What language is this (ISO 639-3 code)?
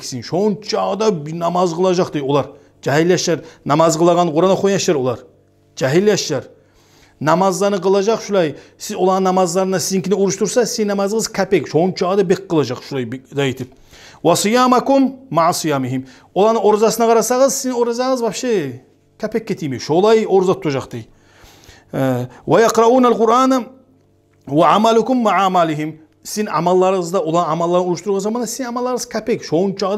kum